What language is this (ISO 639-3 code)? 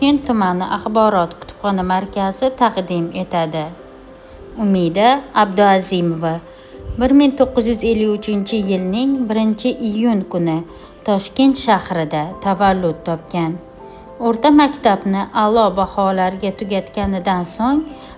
uzb